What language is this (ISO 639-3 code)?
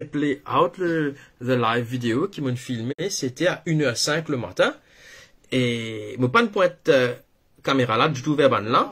mfe